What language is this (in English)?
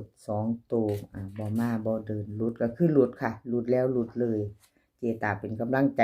Northeastern Thai